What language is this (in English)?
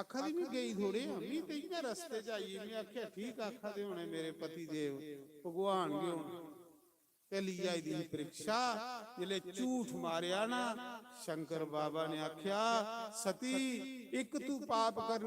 Dogri